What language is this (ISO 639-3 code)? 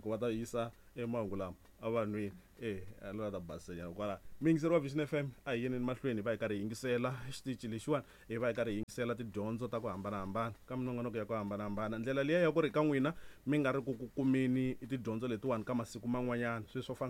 tso